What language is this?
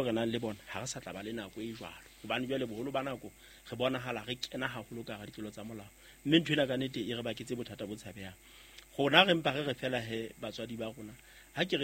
Southern Sotho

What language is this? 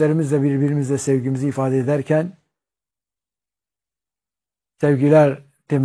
Turkish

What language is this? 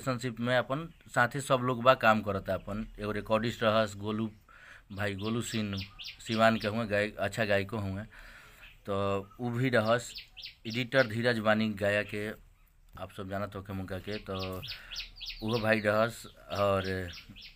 Bhojpuri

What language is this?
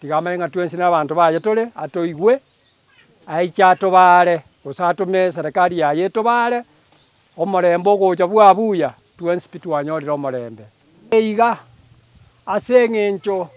Gusii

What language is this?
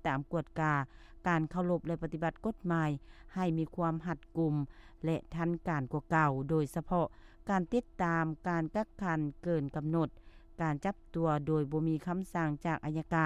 Lao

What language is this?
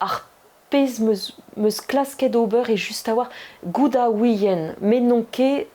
Breton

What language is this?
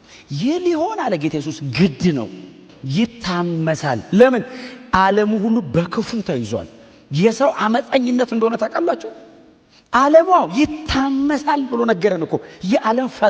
Amharic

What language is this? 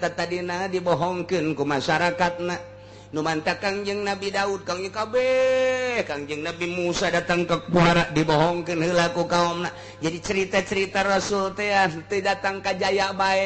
Sundanese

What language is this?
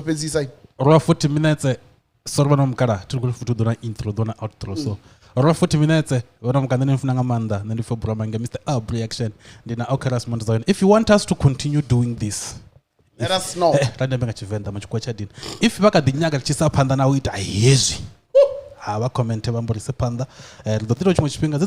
Venda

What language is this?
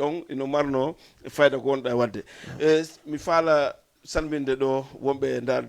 Fula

